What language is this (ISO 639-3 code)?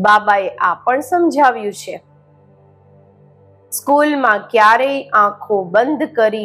guj